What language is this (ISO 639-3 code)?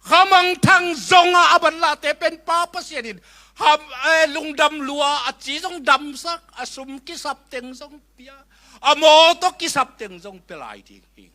ctd